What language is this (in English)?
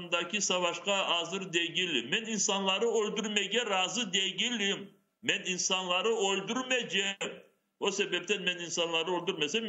Crimean Tatar